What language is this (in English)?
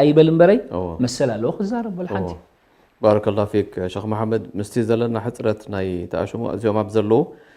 Tigrinya